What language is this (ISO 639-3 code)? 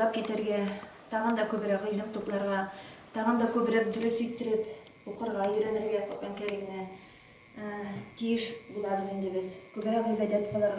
tat